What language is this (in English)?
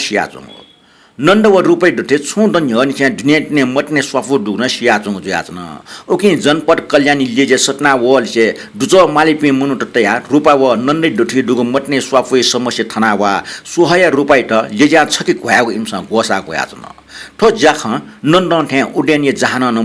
Newari